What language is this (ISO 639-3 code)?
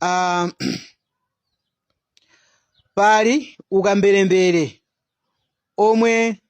nya